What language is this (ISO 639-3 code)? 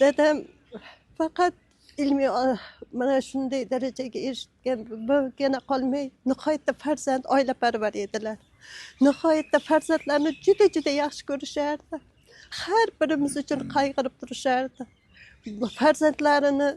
uzb